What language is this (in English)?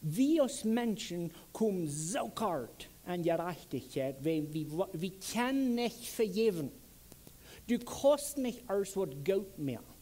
Plautdietsch